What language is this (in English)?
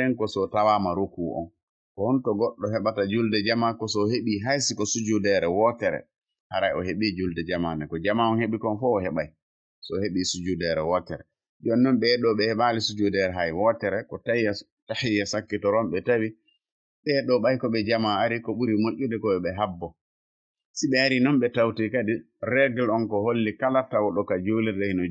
Fula